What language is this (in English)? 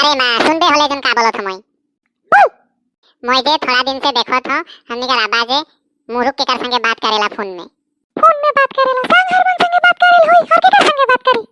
Sadri